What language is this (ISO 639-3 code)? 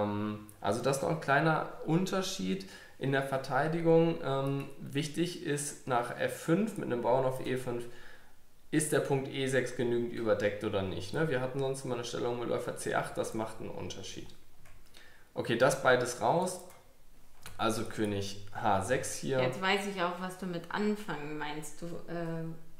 deu